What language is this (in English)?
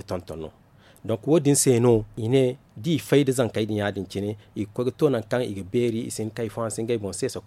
Zarma